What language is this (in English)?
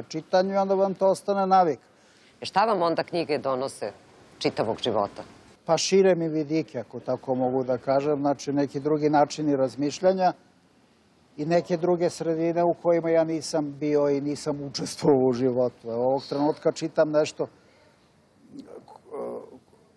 Serbian